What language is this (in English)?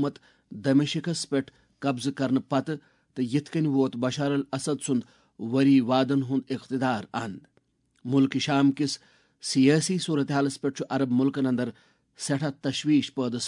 Kashmiri